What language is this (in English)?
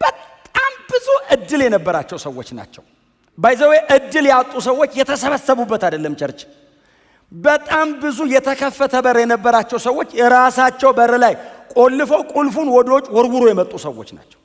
Amharic